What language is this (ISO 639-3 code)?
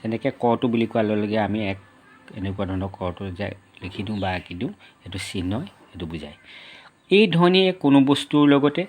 asm